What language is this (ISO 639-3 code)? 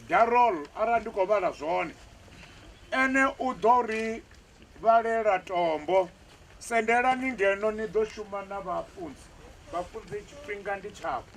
ven